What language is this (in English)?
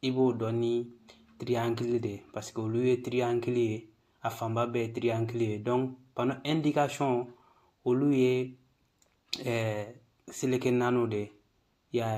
Bambara